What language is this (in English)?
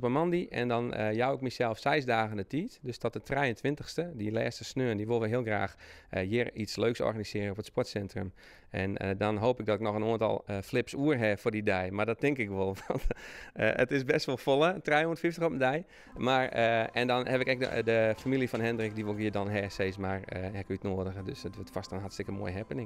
Western Frisian